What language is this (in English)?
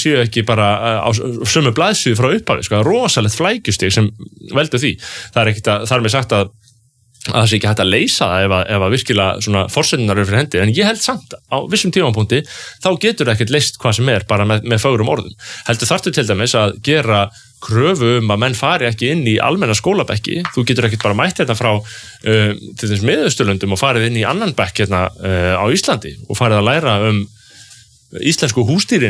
Icelandic